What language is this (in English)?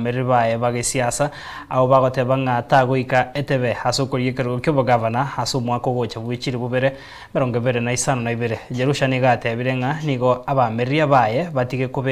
Gusii